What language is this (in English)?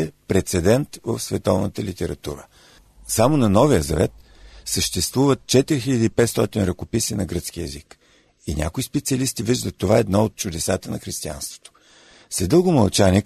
Bulgarian